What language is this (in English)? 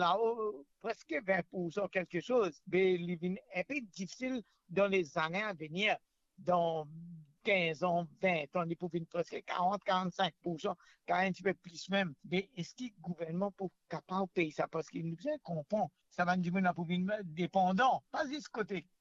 Morisyen